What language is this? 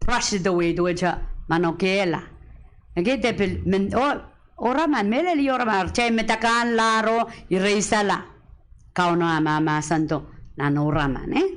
Pohnpeian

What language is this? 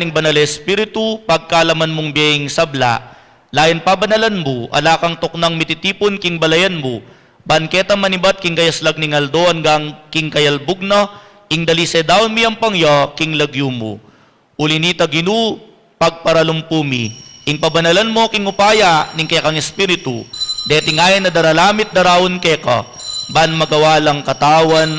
Pampanga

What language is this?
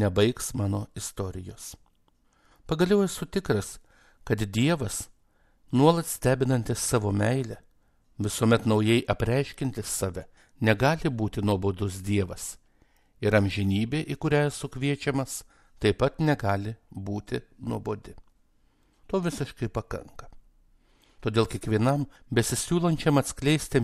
Lithuanian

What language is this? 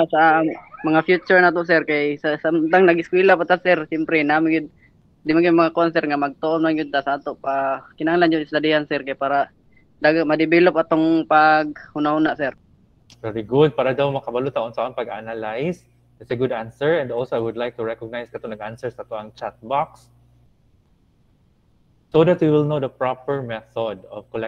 Cebuano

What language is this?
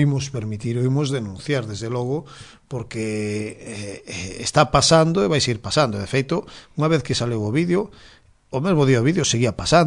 Galician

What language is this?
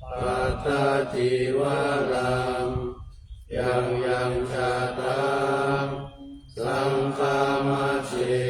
Pali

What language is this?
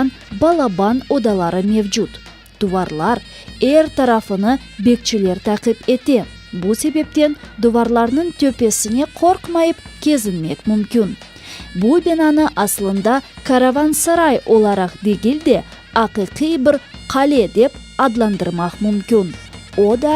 Crimean Tatar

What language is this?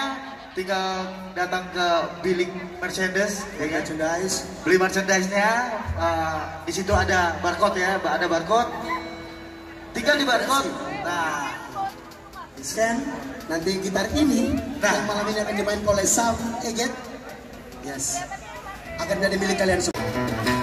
Indonesian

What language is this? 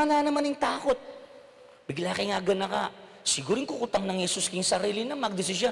Pampanga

